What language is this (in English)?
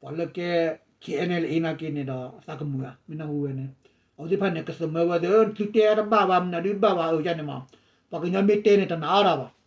S'gaw Karen